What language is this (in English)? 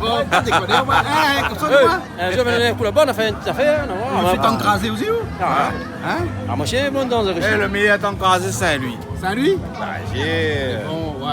Réunion Creole French